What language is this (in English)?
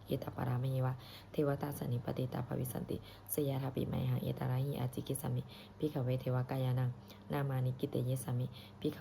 Pali